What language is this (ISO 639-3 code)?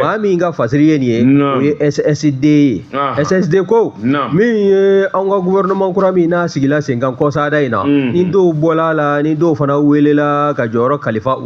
bam